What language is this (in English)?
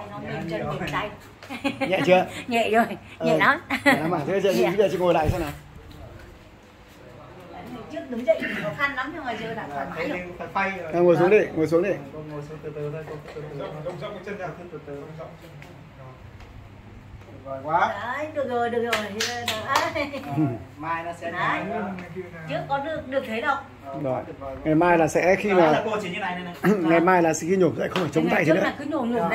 Vietnamese